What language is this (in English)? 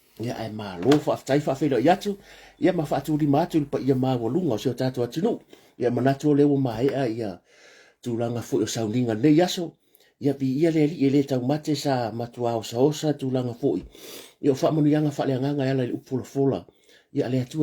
Samoan